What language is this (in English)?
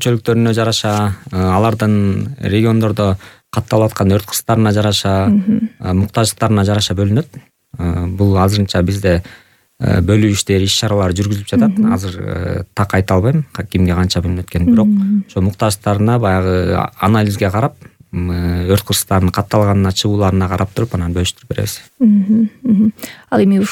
Kyrgyz